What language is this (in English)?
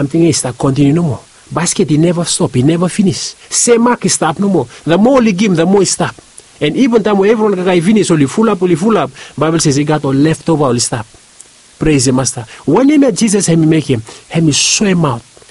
Bislama